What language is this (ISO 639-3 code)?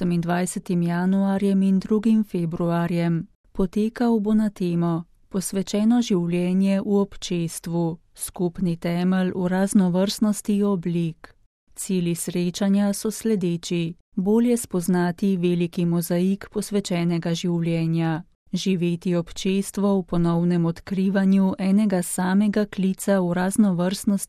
slv